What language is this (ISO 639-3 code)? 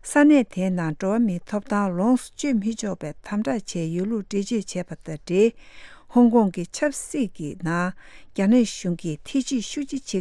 bod